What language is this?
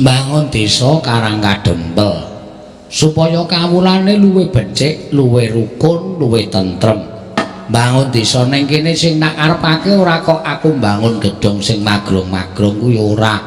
Javanese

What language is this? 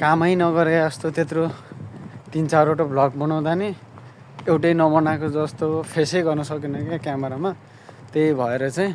Nepali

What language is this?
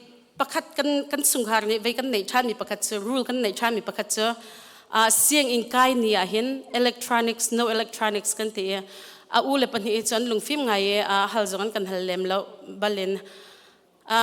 Hakha Chin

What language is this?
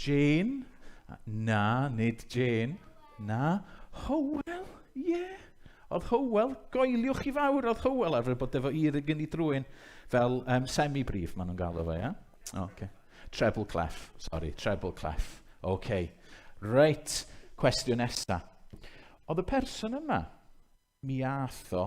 Welsh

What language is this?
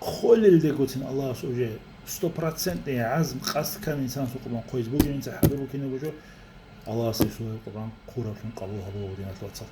Avaric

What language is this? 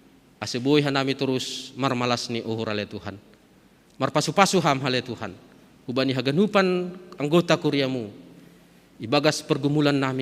Batak Simalungun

